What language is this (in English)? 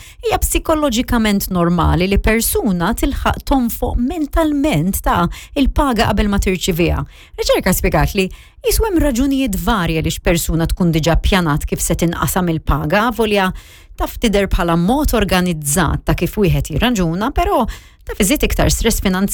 Maltese